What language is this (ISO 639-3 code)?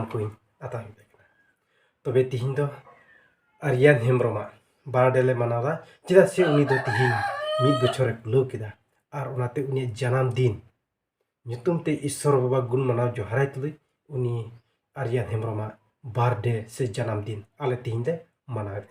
sat